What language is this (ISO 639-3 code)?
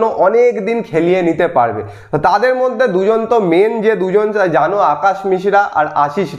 ben